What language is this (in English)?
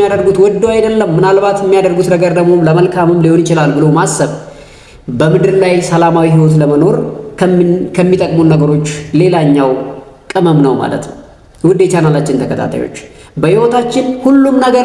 Amharic